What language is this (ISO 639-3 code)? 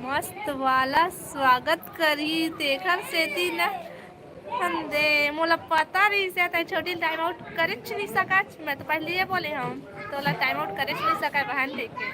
hne